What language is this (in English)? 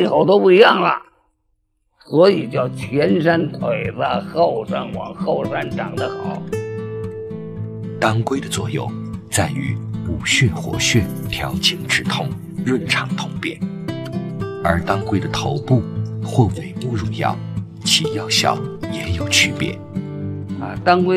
Chinese